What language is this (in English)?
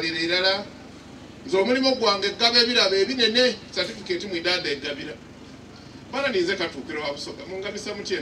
Soga